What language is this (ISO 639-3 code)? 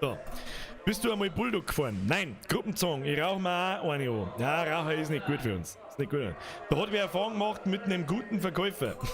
bar